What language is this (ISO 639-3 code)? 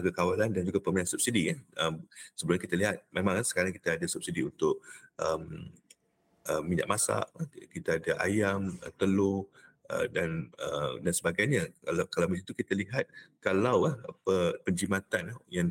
msa